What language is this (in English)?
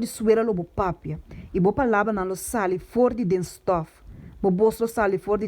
Papiamento